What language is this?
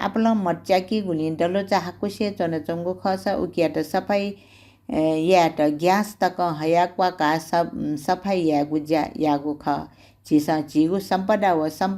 Newari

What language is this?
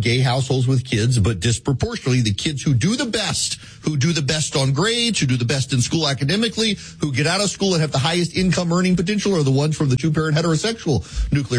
English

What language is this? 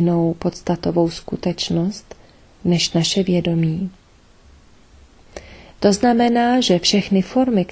Czech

